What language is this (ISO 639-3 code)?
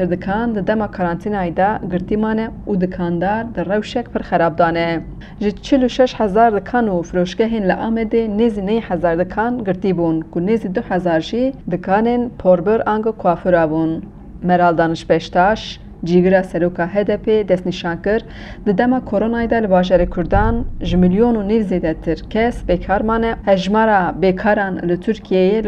kur